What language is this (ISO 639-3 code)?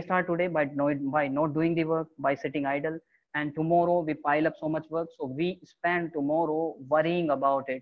eng